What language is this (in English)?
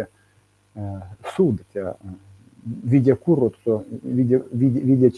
Erzya